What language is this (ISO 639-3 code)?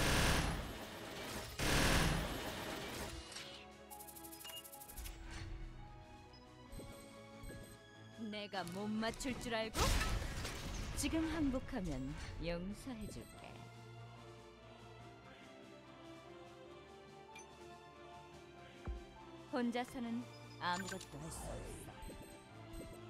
kor